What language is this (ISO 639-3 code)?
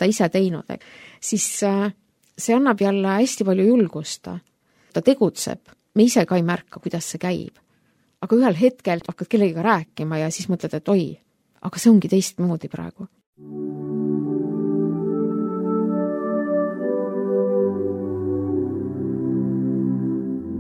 est